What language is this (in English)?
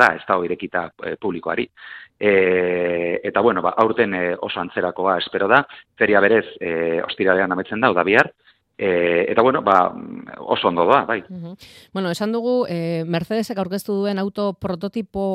Basque